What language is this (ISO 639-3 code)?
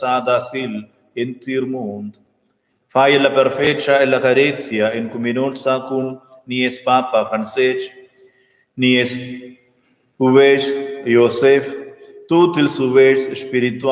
roh